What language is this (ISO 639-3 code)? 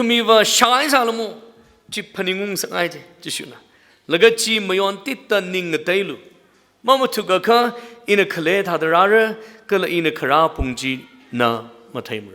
nmf